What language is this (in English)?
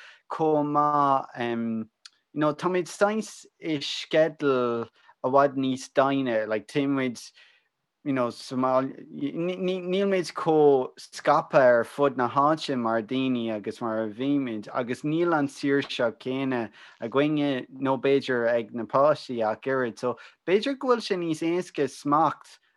Irish